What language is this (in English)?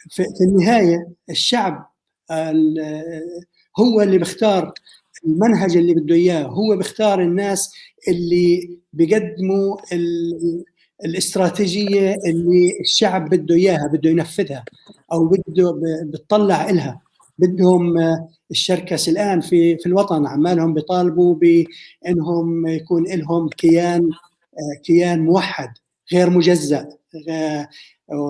North Levantine Arabic